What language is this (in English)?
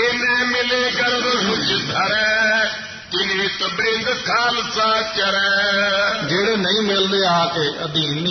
Punjabi